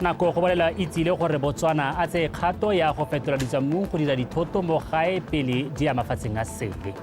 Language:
Tswana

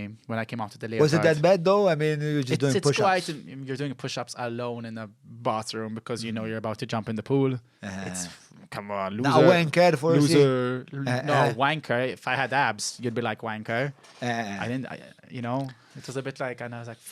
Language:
English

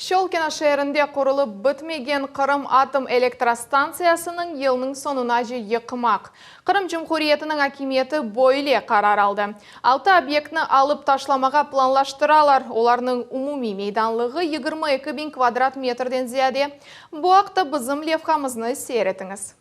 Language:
Crimean Tatar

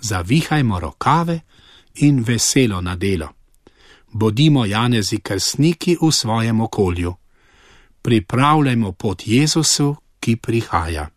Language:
Slovenian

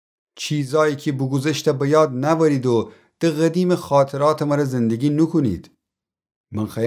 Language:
Gilaki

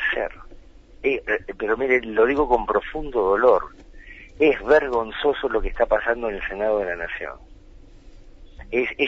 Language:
Spanish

